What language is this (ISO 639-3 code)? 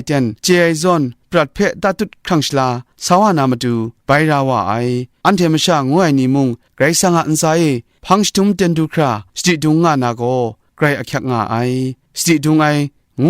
kac